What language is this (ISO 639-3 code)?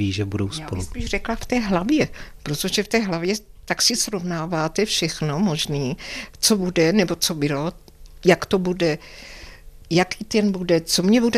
ces